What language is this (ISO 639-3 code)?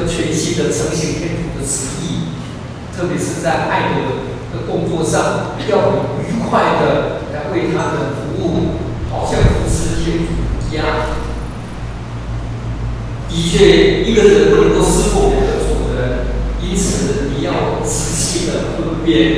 zho